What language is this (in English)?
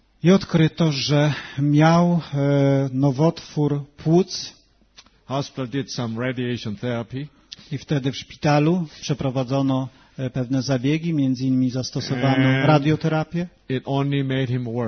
Polish